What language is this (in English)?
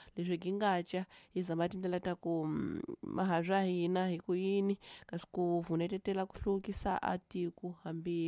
Tsonga